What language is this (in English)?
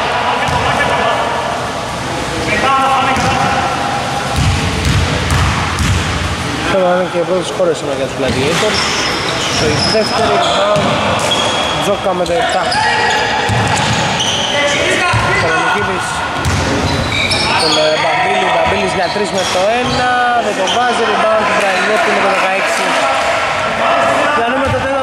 Greek